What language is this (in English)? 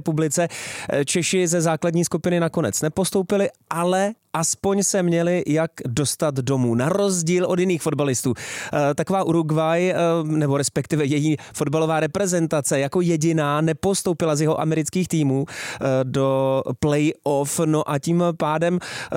Czech